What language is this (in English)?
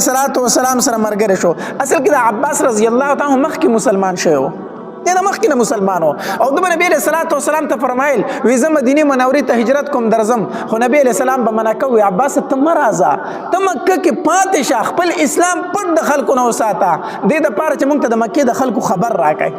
Pashto